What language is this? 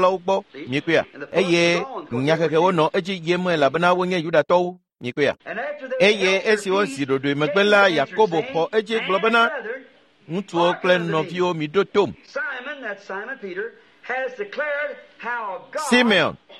Ewe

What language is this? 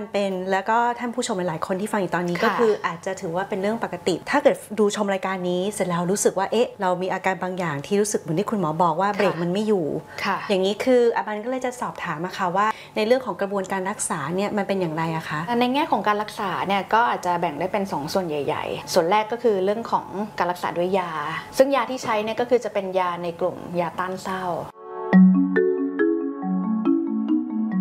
Thai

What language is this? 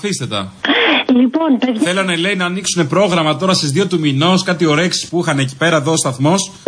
Greek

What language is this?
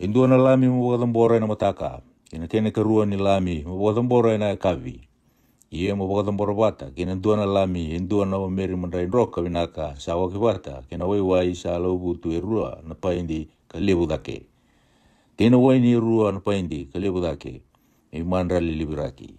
Fijian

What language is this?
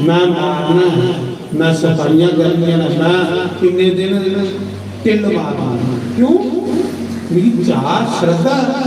Dogri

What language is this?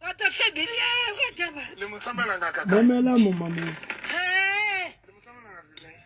Southern Sotho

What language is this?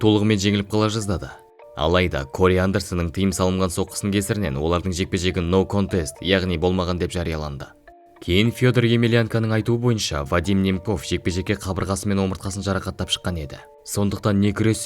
Kazakh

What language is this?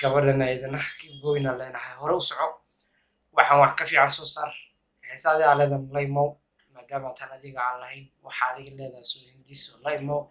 Somali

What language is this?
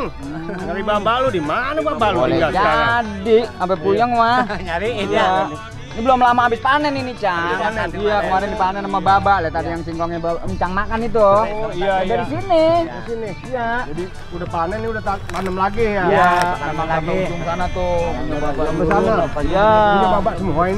Betawi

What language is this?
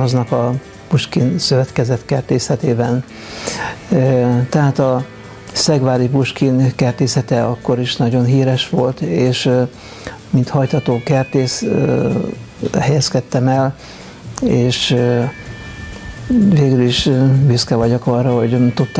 Hungarian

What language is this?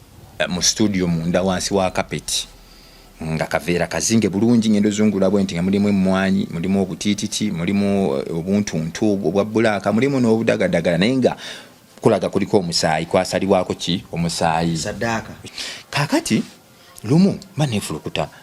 Ganda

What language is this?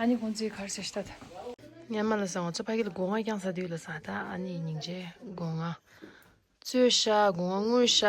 Tibetan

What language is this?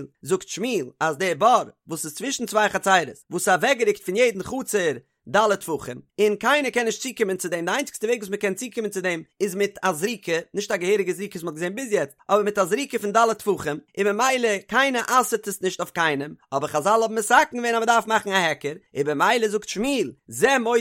Yiddish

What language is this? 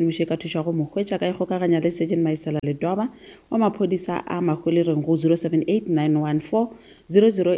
Northern Sotho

